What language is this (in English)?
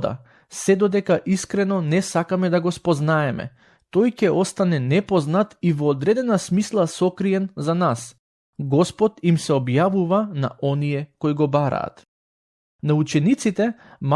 Macedonian